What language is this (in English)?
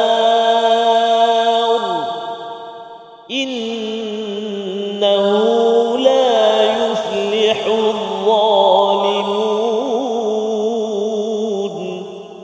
Malay